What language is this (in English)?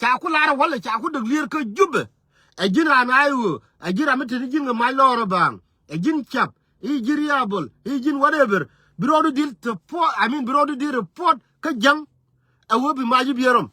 Nuer